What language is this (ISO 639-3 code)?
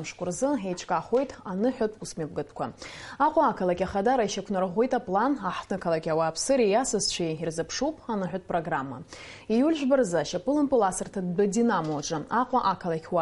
abk